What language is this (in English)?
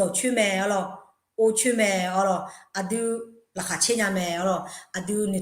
Akha